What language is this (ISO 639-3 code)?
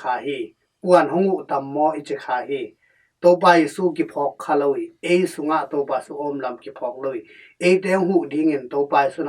ctd